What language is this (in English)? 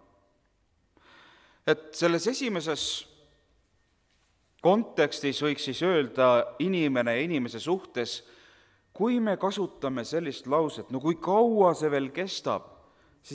Estonian